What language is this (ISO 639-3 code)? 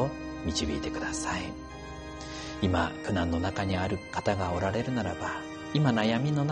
jpn